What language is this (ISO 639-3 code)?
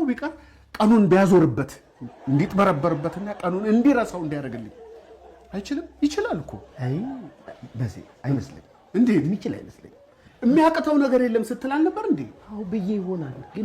amh